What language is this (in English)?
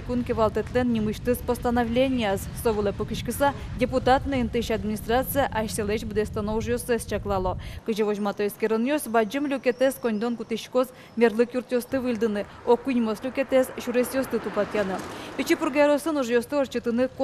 Udmurt